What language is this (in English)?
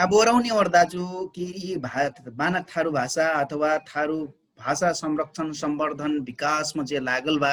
Dangaura Tharu